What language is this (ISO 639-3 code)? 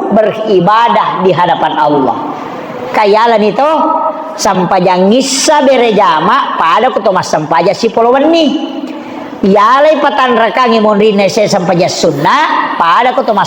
bug